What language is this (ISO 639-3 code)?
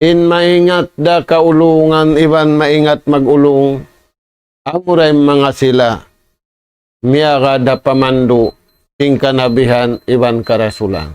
tsg